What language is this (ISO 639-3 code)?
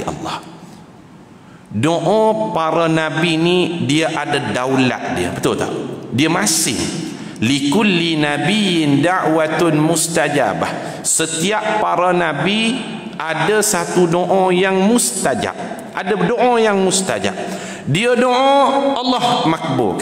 msa